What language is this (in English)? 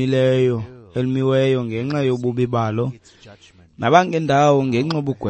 Xhosa